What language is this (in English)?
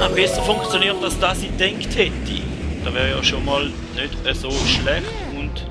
Swiss German